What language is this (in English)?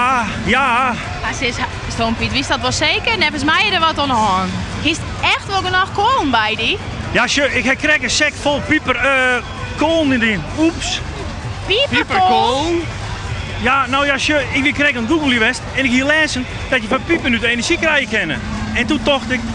Western Frisian